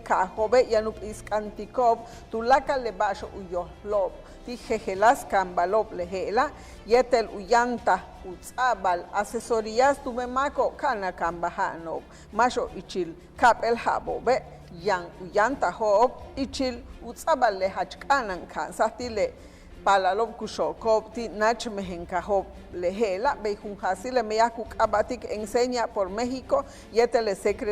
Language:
Yucateco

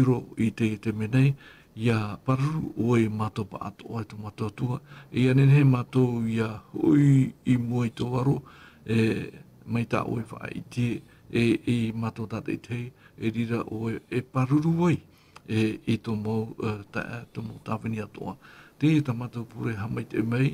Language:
Tahitian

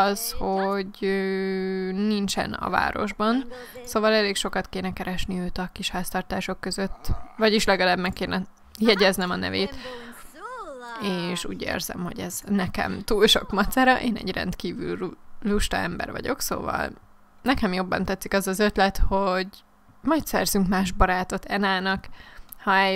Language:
Hungarian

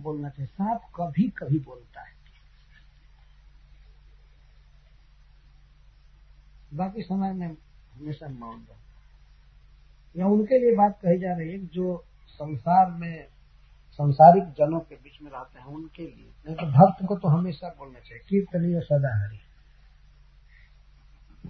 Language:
Hindi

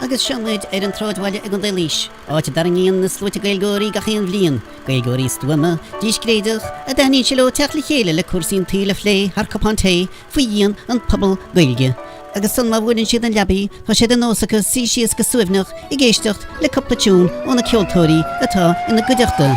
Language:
Irish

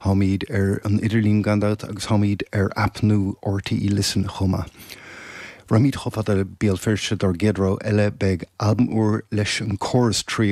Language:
Irish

